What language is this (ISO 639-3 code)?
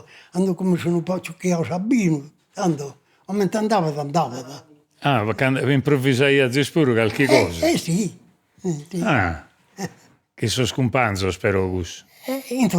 srd